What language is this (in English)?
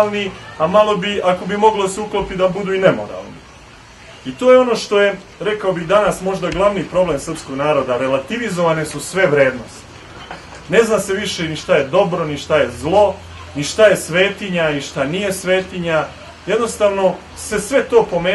Serbian